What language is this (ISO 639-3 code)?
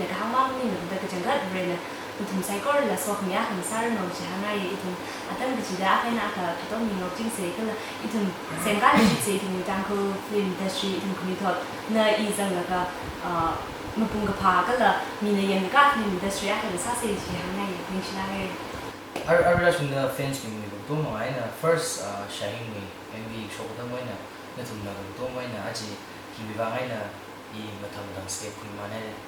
nmf